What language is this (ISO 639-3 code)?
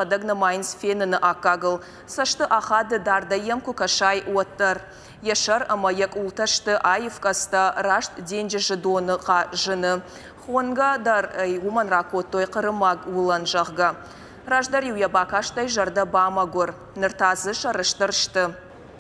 oss